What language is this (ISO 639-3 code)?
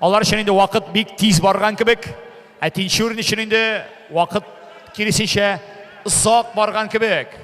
tat